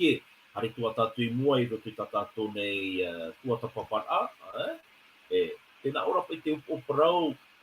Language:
Tahitian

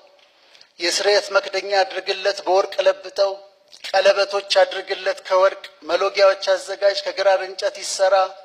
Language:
Amharic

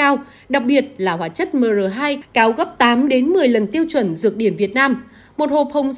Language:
Vietnamese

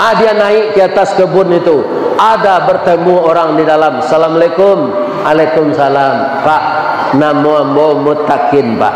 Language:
Minangkabau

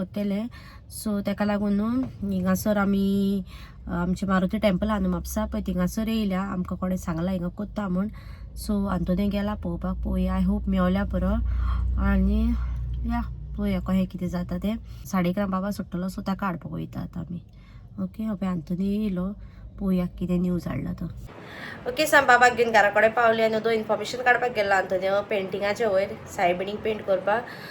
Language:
Konkani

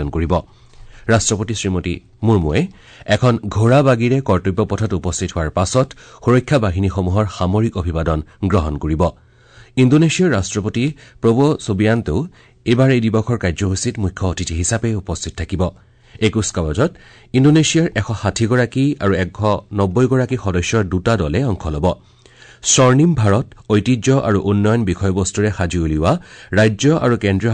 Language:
Assamese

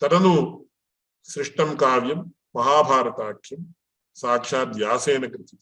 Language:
Sanskrit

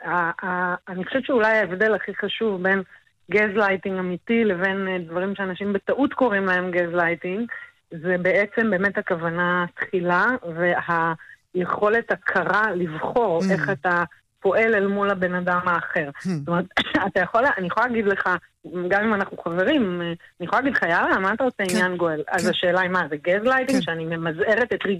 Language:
Hebrew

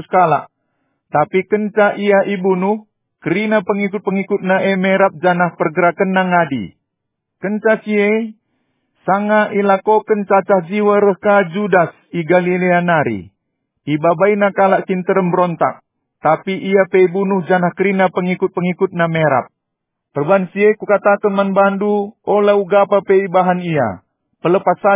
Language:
Batak Karo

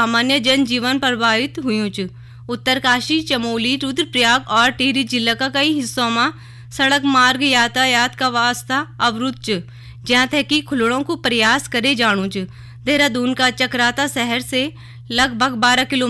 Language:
Garhwali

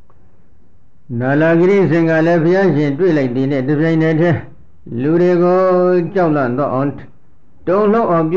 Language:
Burmese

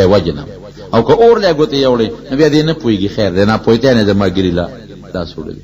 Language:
Pashto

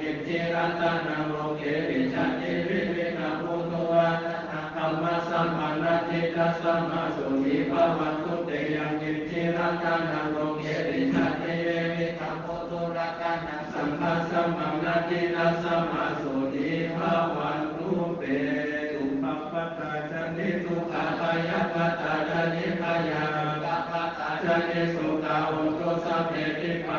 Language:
Pali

